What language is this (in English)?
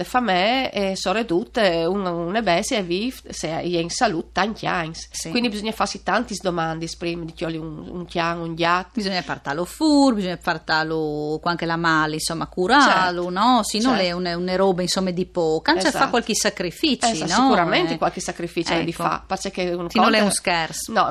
Friulian